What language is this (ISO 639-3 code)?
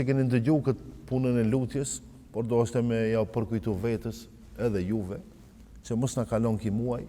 sqi